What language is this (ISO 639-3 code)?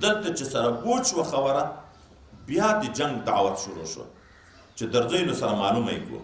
pus